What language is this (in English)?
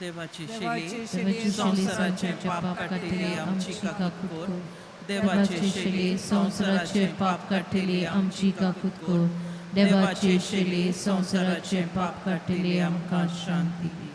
Konkani